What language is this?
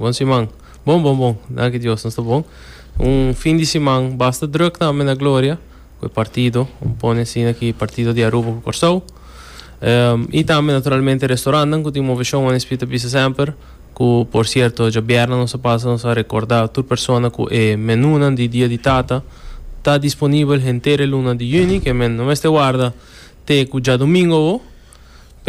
Papiamento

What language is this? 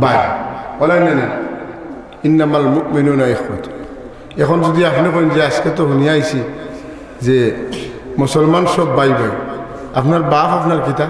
Sylheti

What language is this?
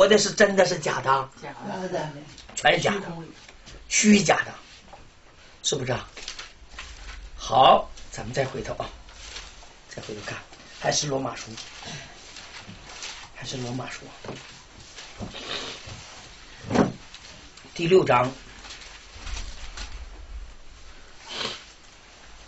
Chinese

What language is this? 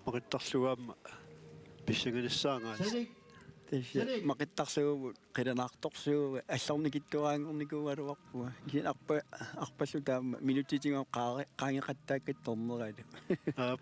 Kalaallisut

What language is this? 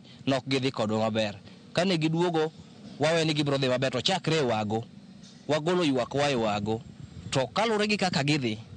Luo (Kenya and Tanzania)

